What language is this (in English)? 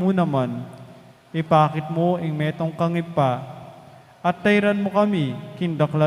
Pampanga